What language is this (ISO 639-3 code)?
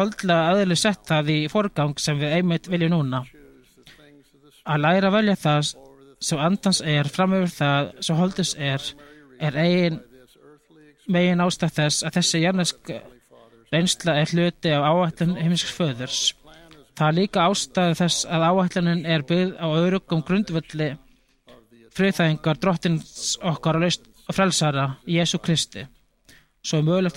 isl